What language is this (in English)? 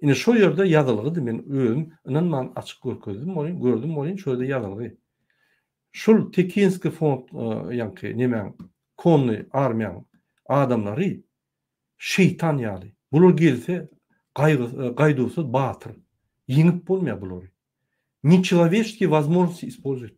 Turkmen